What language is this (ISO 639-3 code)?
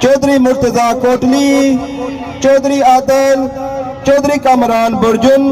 phr